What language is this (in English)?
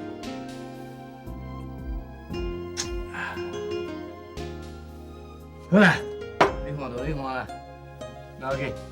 Min Nan Chinese